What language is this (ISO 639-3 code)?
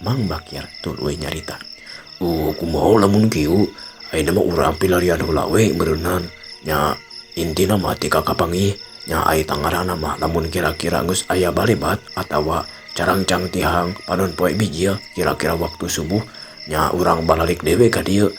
sun